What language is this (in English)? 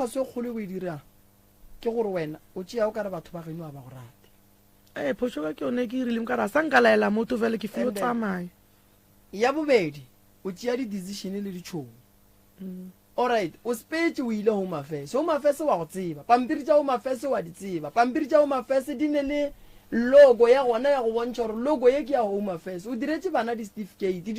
Northern Sotho